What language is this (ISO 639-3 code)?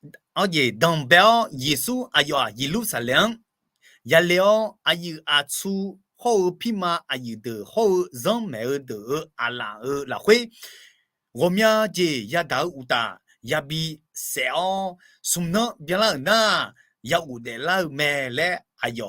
ahk